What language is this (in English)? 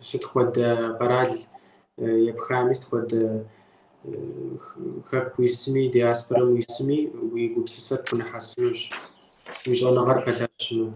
Kabardian